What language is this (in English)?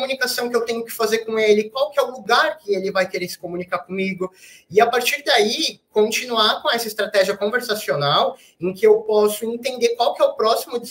Portuguese